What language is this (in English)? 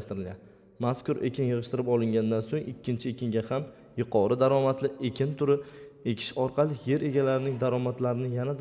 Uzbek